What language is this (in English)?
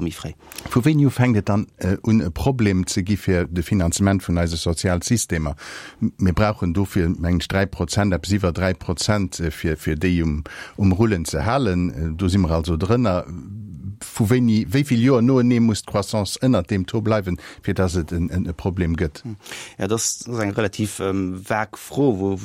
Luxembourgish